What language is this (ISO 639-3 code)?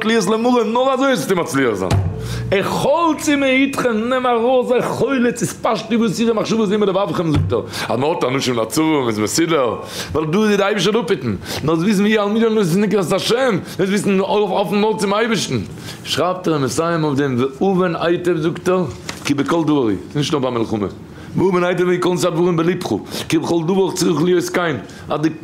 yid